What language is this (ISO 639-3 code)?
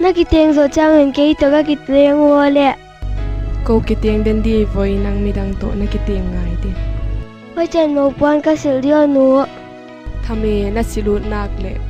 pck